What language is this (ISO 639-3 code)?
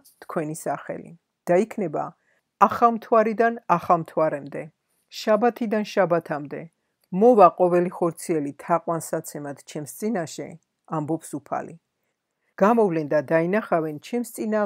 kat